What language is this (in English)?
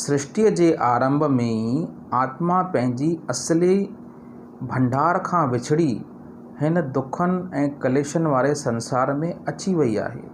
Sindhi